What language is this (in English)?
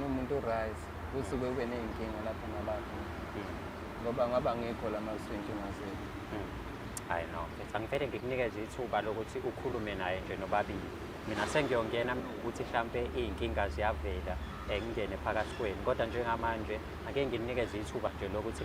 Zulu